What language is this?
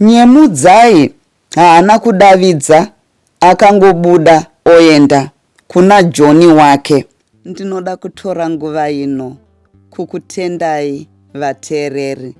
Shona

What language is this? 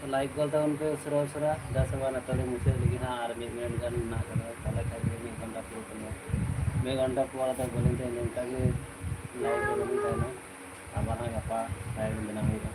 Santali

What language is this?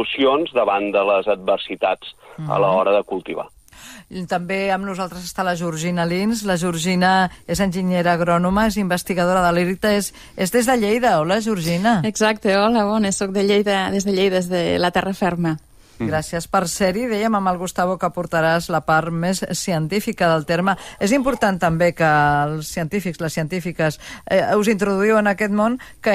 Catalan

